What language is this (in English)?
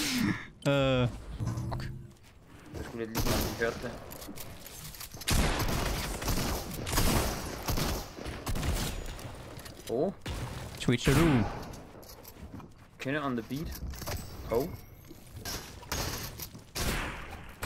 Danish